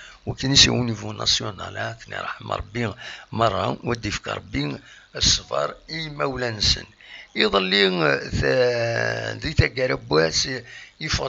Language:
Kabyle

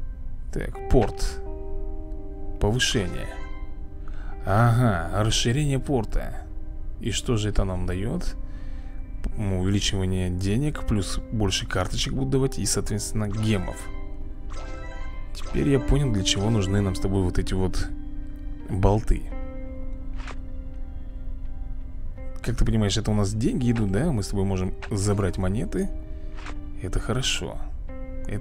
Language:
Russian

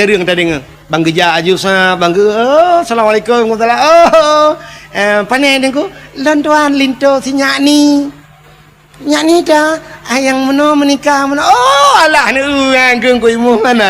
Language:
Achinese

